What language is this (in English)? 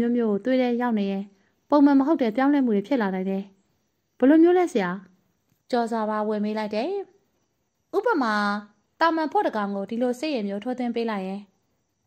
Burmese